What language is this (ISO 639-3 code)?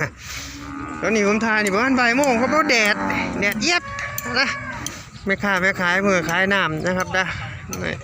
tts